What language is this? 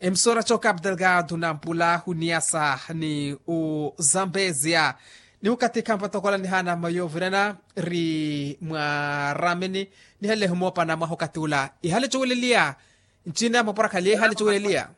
Makhuwa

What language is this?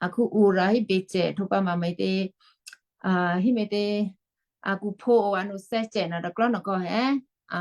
Western Kayah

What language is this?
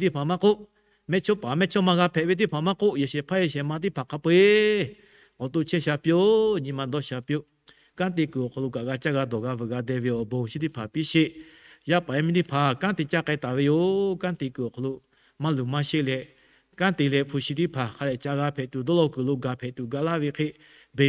Lahu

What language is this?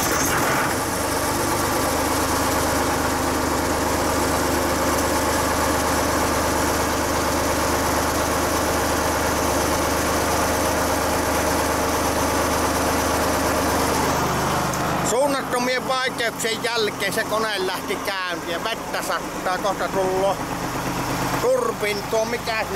Finnish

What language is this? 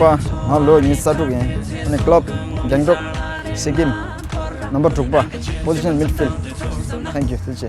Tibetan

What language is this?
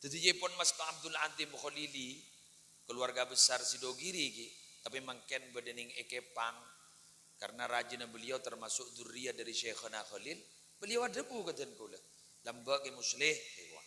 Madurese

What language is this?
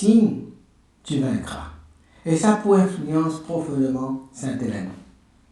Morisyen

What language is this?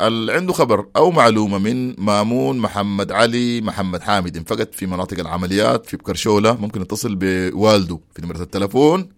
Sudanese Arabic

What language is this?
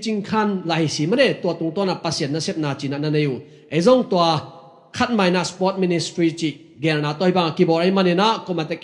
Tedim Chin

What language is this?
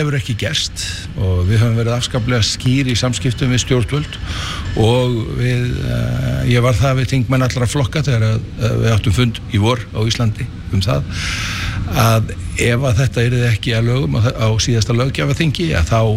Icelandic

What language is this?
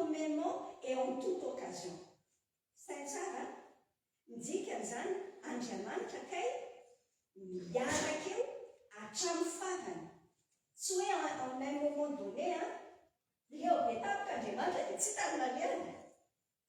Malagasy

